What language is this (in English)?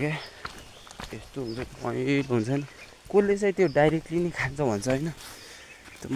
Nepali